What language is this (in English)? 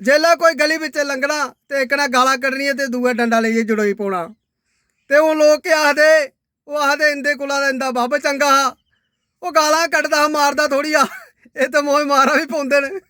Dogri